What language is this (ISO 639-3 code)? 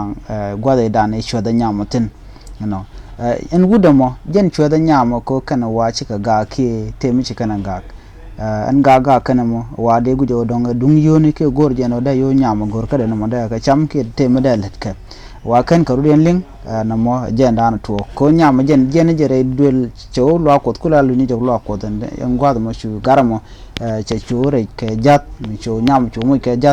nus